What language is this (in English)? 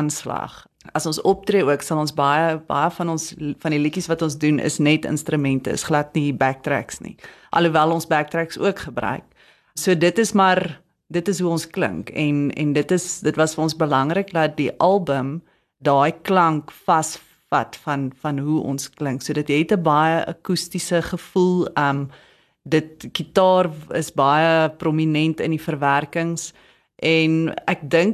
Afrikaans